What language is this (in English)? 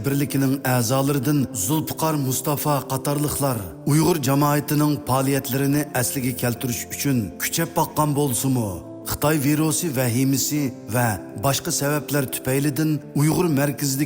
Uyghur